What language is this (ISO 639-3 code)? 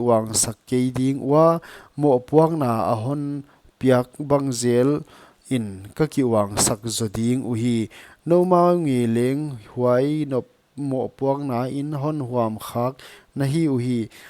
pck